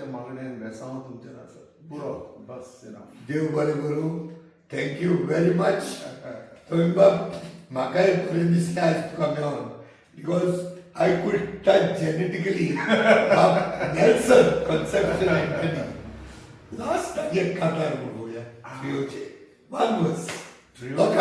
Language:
Konkani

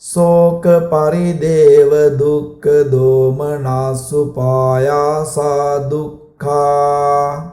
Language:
Sinhala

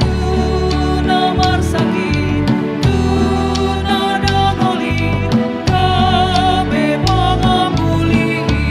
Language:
Batak Toba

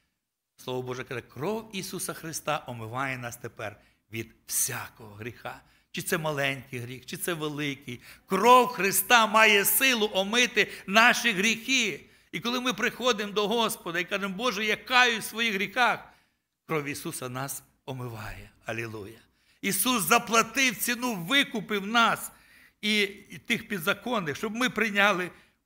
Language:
Ukrainian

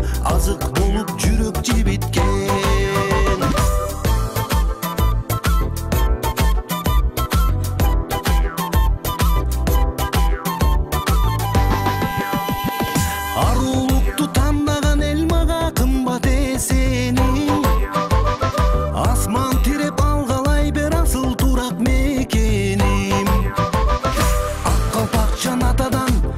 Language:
Kyrgyz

